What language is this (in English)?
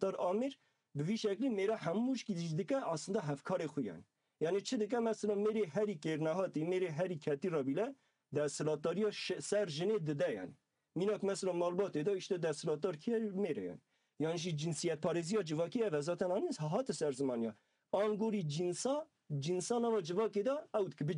Kurdish